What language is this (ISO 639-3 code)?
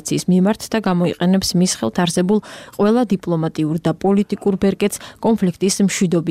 kat